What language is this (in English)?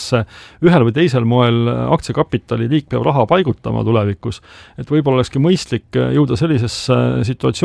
Estonian